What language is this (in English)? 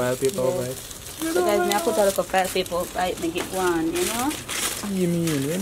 Jamaican Creole English